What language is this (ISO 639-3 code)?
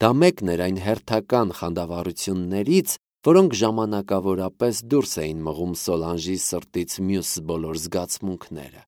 hye